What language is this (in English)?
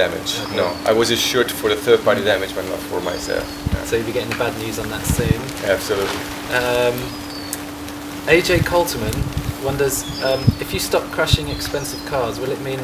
English